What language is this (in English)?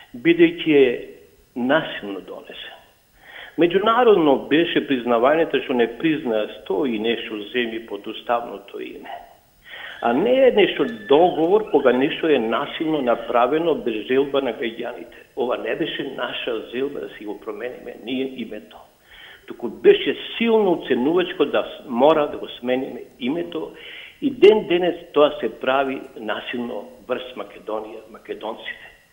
Macedonian